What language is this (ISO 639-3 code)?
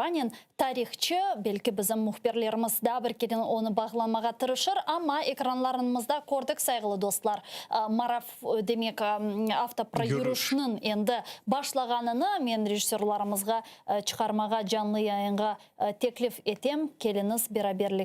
crh